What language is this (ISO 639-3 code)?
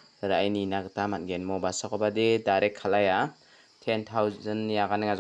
grt